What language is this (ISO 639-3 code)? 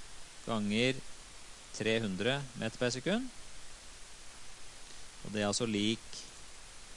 nor